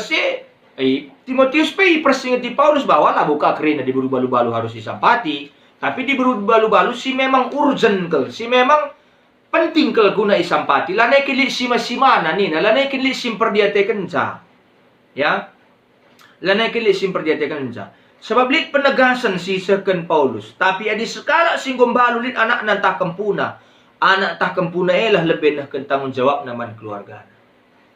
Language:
Batak Karo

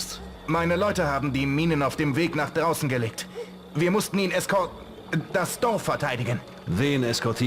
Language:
Bavarian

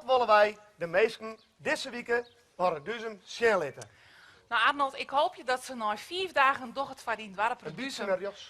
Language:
Western Frisian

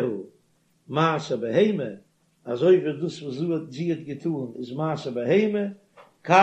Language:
Yiddish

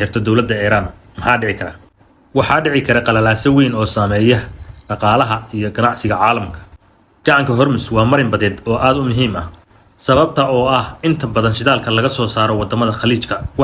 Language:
Somali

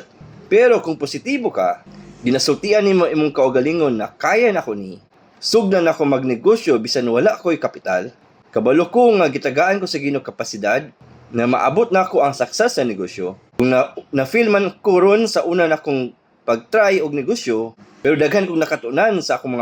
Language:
Cebuano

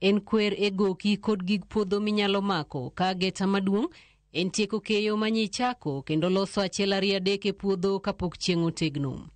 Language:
Luo (Kenya and Tanzania)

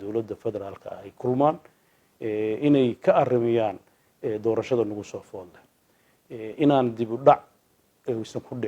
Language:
Somali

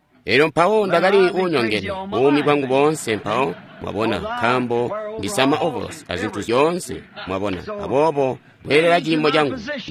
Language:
Tonga (Zambia)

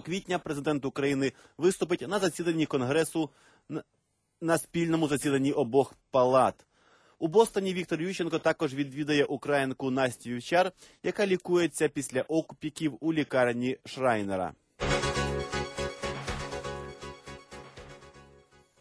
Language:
Ukrainian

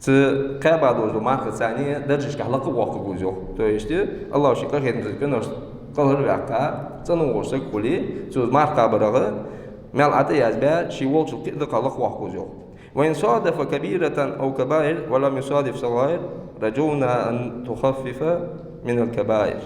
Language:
Ingush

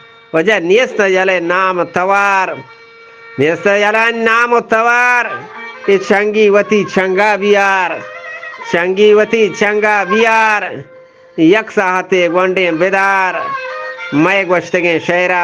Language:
Eastern Balochi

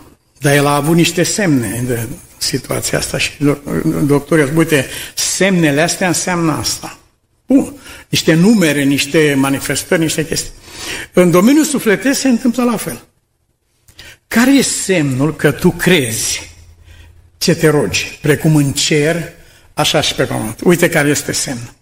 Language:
Romanian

